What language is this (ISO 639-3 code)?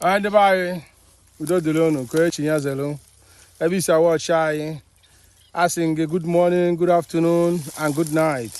ibo